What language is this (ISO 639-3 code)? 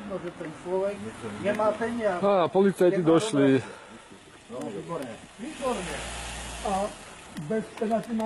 slk